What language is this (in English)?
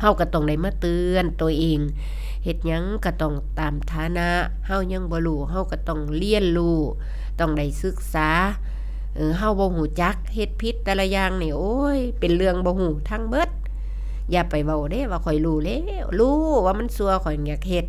Northeastern Thai